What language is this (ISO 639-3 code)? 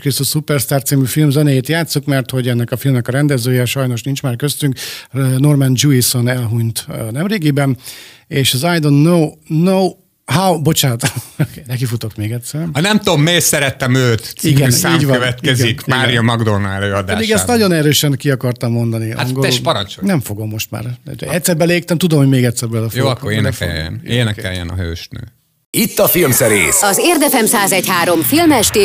hun